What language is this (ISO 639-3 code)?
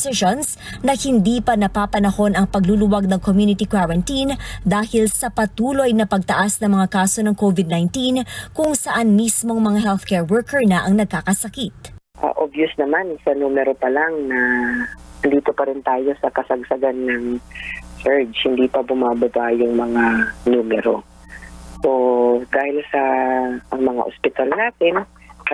fil